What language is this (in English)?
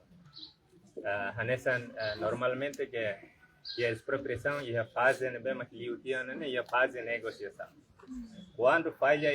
Tetum